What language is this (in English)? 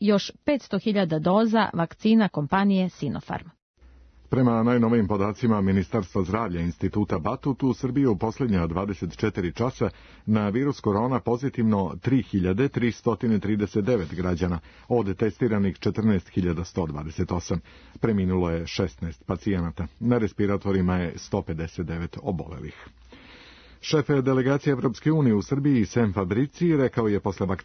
Serbian